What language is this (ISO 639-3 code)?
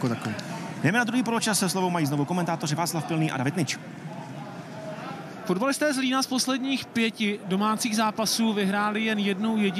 ces